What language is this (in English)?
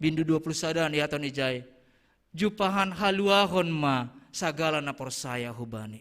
Batak Simalungun